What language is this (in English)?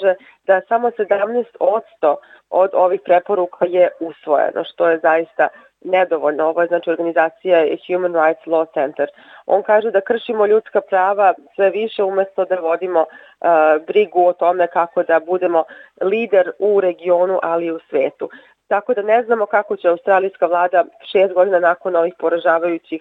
Serbian